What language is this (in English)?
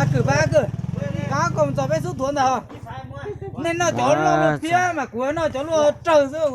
Hmong